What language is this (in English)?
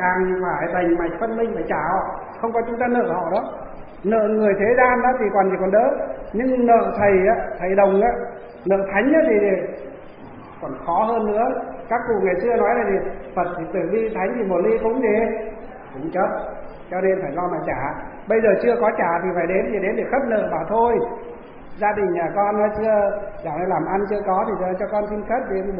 Vietnamese